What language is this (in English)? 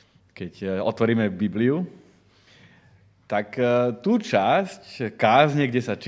Slovak